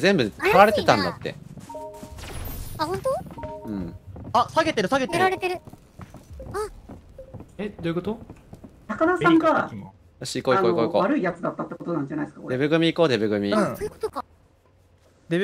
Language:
Japanese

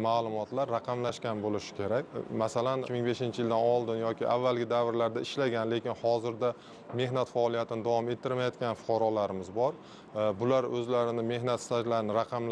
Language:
Uzbek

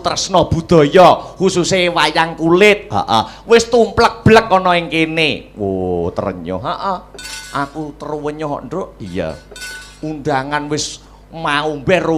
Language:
Javanese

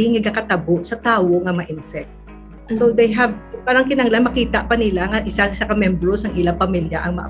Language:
Hiligaynon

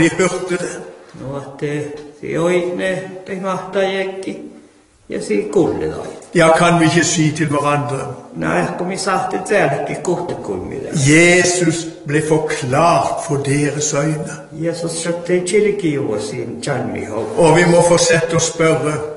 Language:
Norwegian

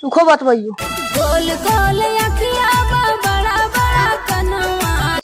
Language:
Magahi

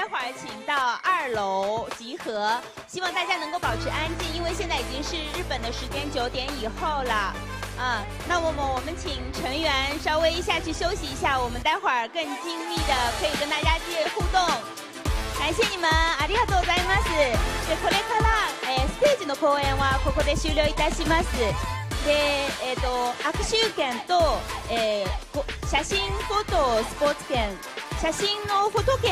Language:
Chinese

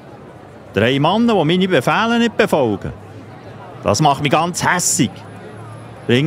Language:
Swiss German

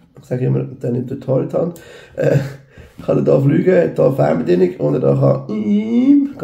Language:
Swiss German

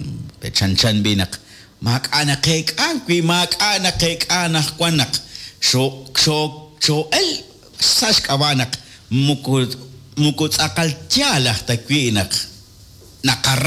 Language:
Kekchí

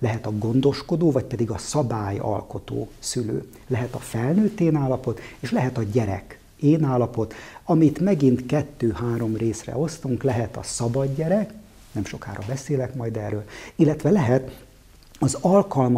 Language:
Hungarian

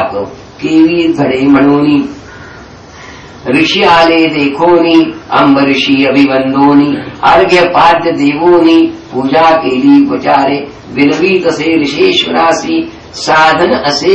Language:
Marathi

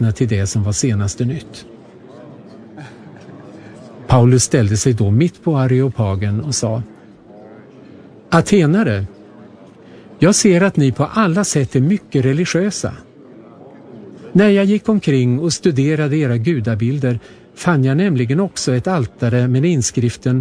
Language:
Swedish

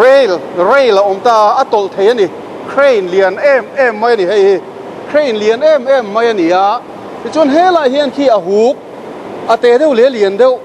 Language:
Mizo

